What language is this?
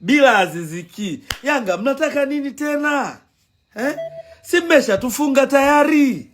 Swahili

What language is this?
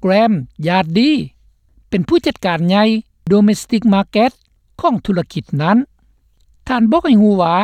Lao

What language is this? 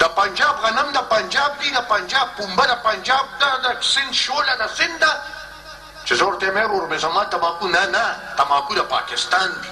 Pashto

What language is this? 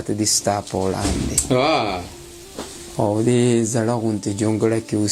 Pashto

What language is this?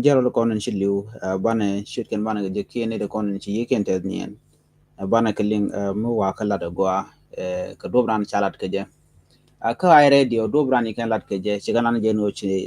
Nuer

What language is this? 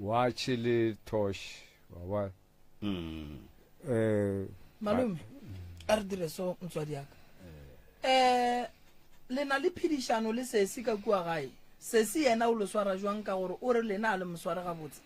Northern Sotho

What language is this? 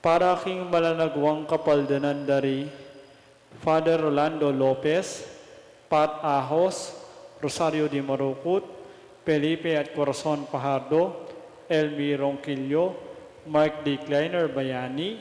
Pampanga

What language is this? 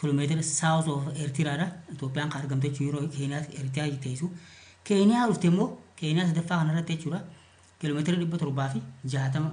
Oromo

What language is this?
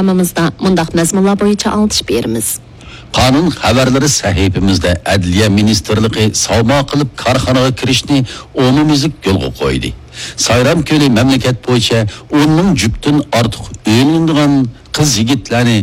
Uyghur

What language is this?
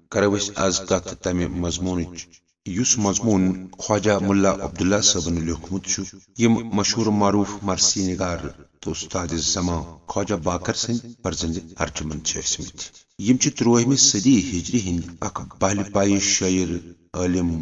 Kashmiri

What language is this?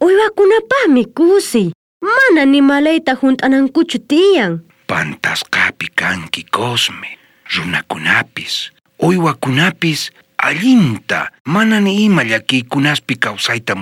South Bolivian Quechua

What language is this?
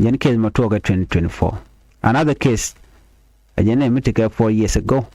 Nuer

